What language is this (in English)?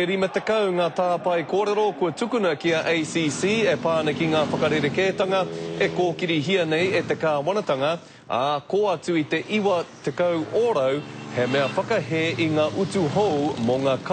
Māori